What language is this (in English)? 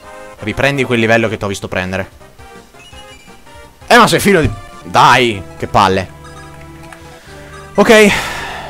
Italian